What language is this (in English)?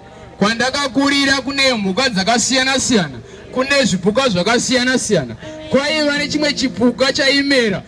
Shona